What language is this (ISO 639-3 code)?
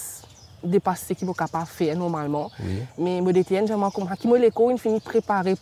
mfe